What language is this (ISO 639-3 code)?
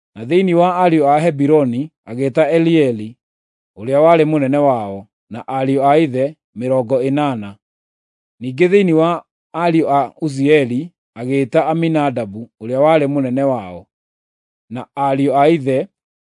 kik